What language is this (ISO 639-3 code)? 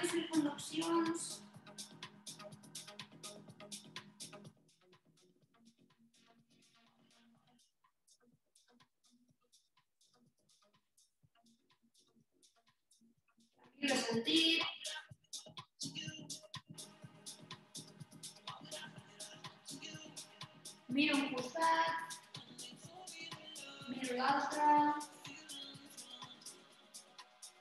cat